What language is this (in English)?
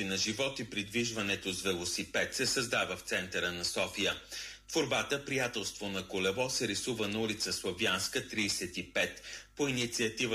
Bulgarian